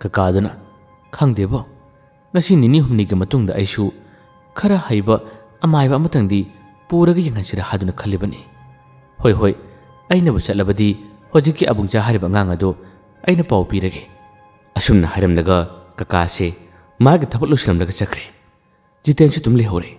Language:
Manipuri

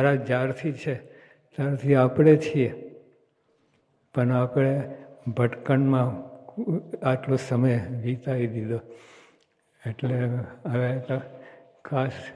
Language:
Gujarati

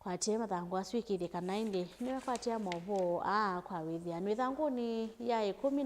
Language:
Kamba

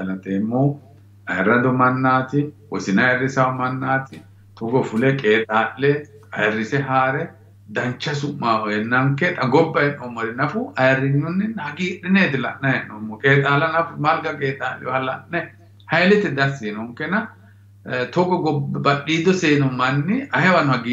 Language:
Sidamo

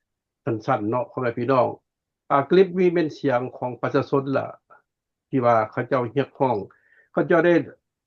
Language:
Lao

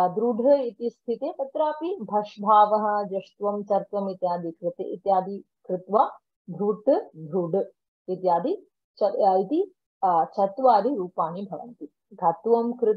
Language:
Sanskrit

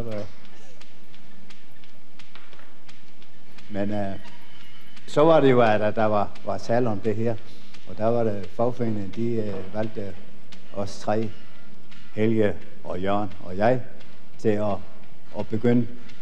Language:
Danish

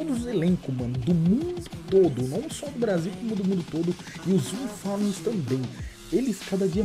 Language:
Portuguese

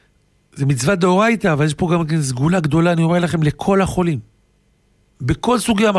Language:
Hebrew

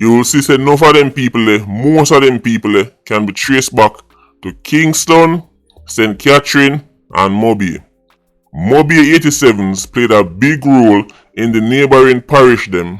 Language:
Jamaican Creole English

